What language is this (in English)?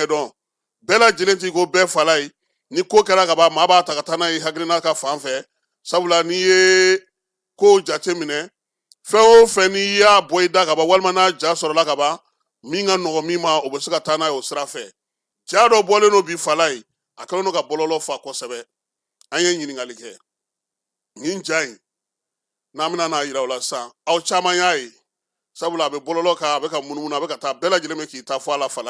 Bambara